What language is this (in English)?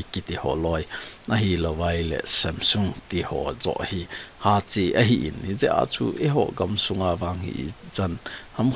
Thado Chin